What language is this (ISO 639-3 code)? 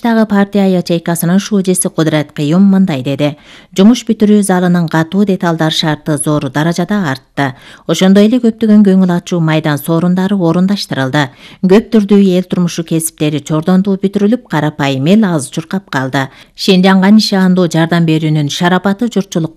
kir